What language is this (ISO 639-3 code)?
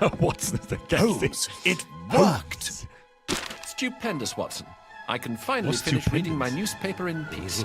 bar